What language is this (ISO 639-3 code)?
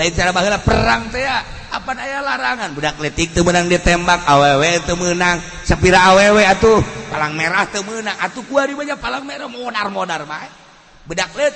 sun